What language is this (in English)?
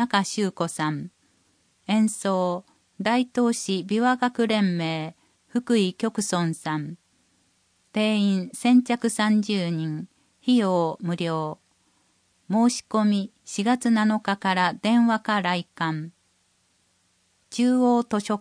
Japanese